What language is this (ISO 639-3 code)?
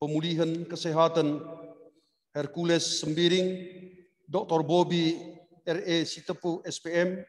btx